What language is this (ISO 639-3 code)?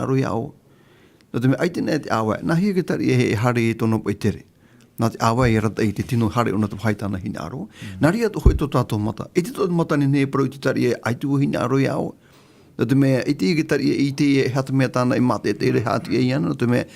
tah